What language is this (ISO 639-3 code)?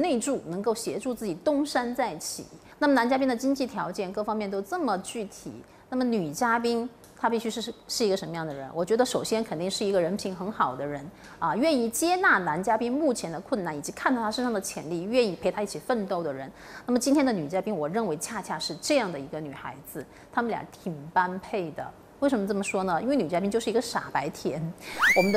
zho